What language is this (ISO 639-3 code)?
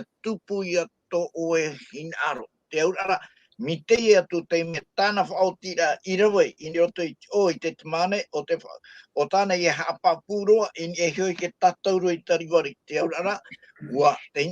tah